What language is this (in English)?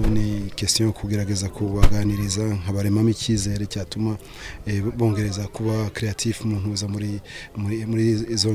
Kinyarwanda